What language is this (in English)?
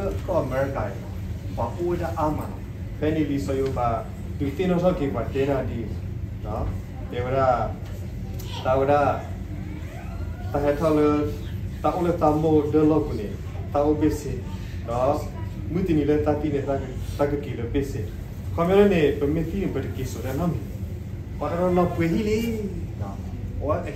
S'gaw Karen